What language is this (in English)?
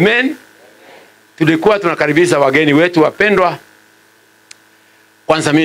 Swahili